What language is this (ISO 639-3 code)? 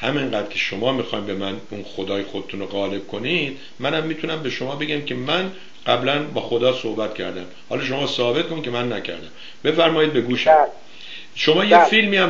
fas